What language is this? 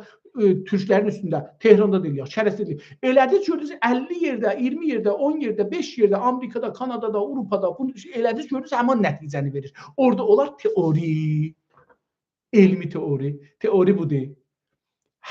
South Azerbaijani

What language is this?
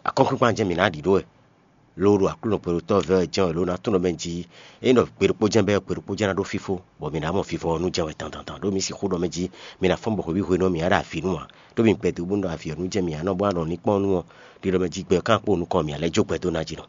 Fon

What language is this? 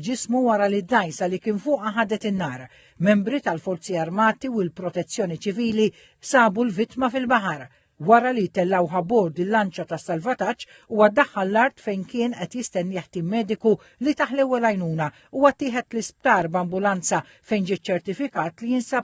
Maltese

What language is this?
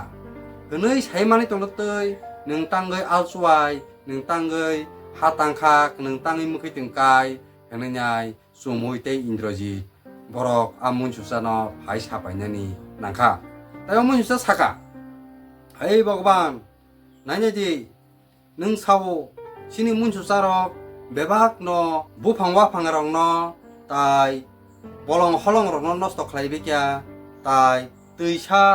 Kok Borok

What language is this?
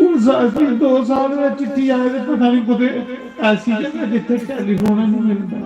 Dogri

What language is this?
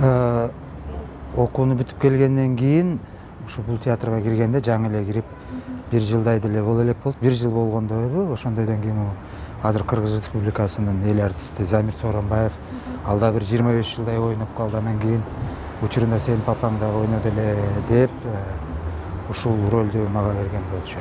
Kyrgyz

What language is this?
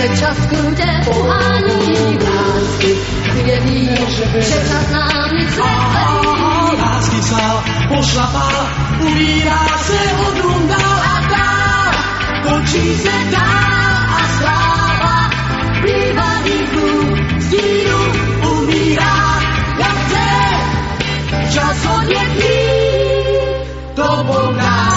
Czech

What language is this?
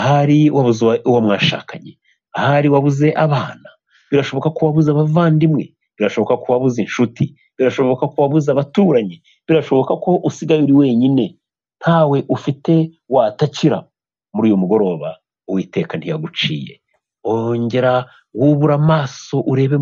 Kinyarwanda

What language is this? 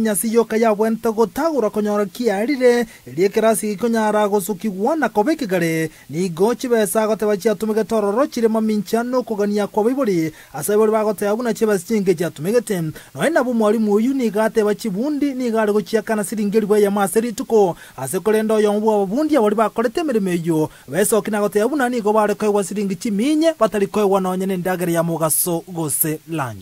Gusii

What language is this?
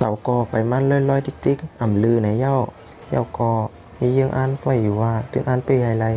Shan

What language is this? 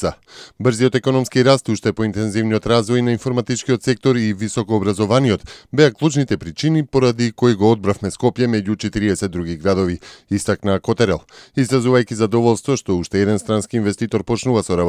Macedonian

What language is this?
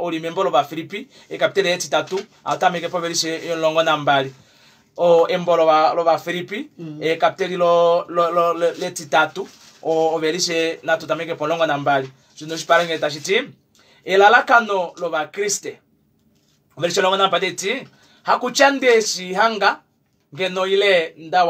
Kuanyama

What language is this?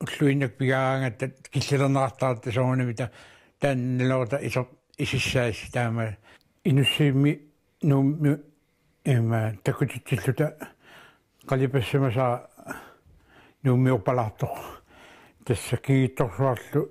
Kalaallisut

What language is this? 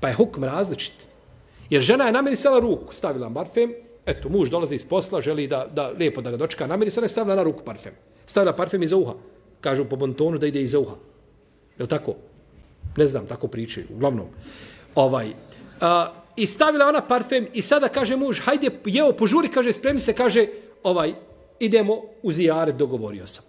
Bosnian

